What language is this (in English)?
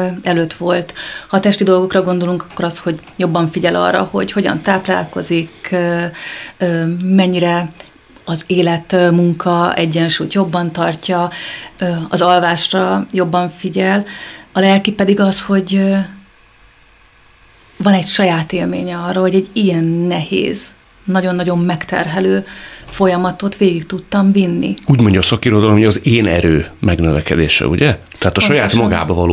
Hungarian